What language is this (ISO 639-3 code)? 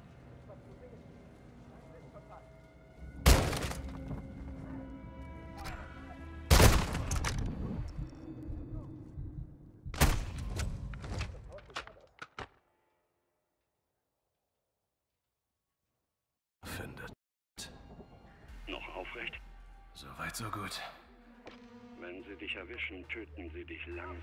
deu